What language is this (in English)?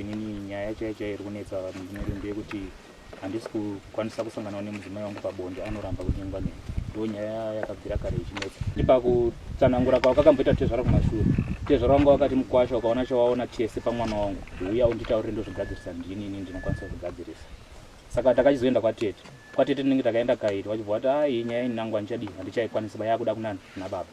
Shona